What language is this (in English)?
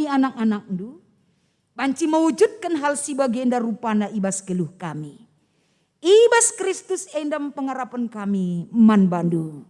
Batak Karo